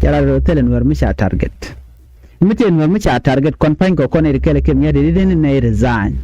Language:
Nuer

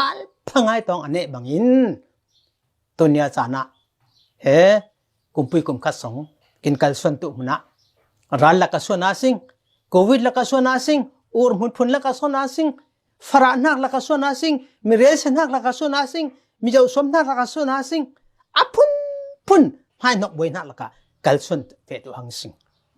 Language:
Falam Chin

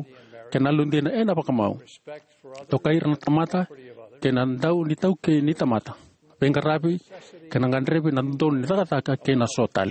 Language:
Fijian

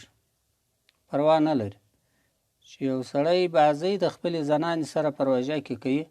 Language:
Pashto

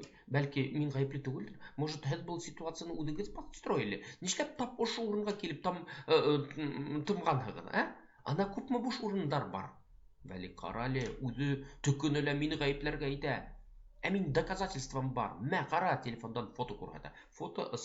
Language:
Bashkir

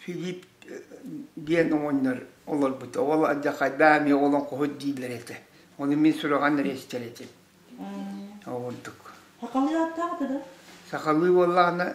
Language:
Yakut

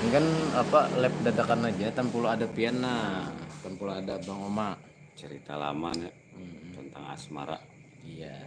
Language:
Banjar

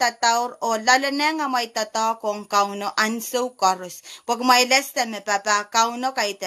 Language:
Pohnpeian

